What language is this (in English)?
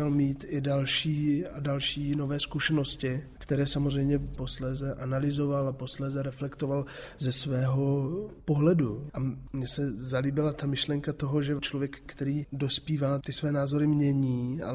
Czech